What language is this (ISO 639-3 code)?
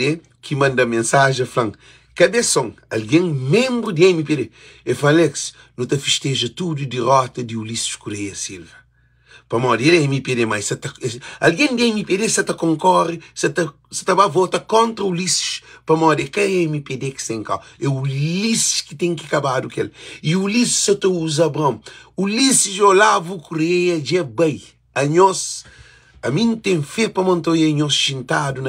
kea